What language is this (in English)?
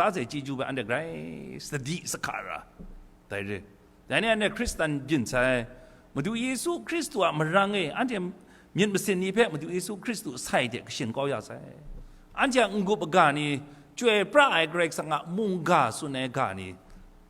Kachin